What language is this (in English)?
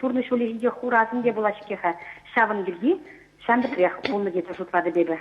Chuvash